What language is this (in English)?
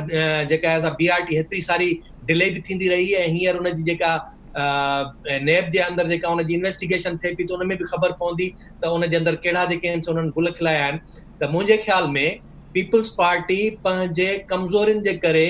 Sindhi